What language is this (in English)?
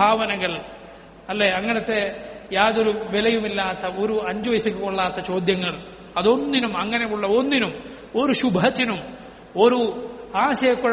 Malayalam